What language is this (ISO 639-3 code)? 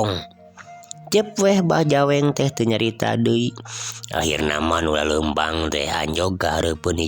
sun